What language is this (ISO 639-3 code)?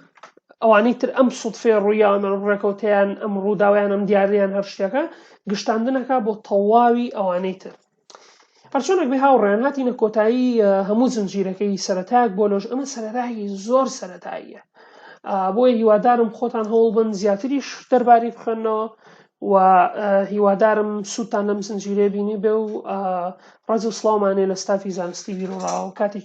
ckb